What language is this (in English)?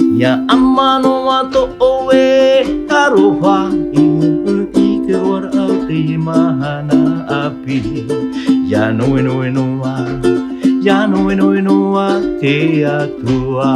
Tahitian